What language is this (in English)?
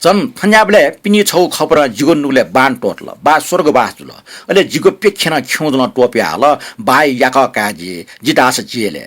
Newari